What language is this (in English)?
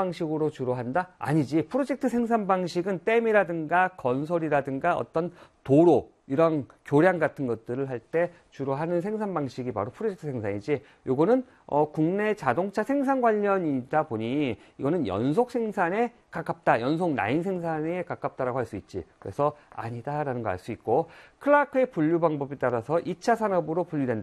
Korean